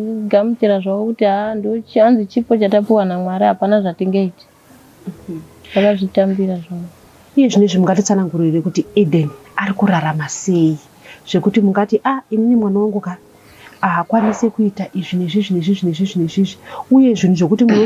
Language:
Shona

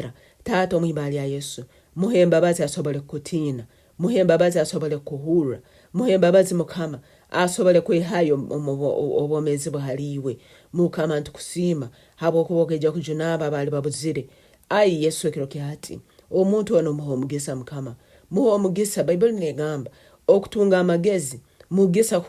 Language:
Nyankole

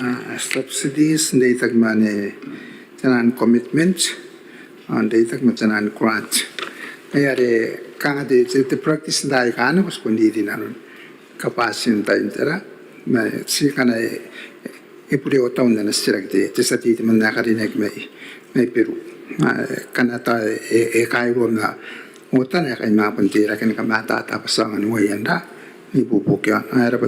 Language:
Gilbertese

